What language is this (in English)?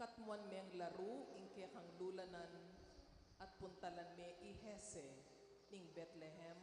Pampanga